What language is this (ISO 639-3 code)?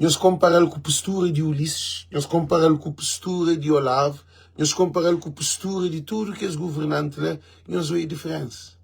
kea